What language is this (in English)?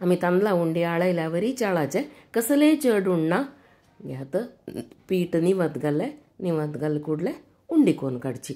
Konkani